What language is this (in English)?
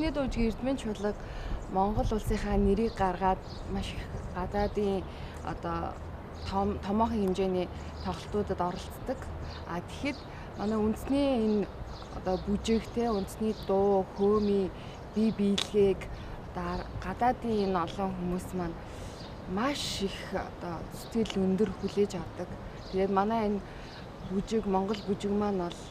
Mongolian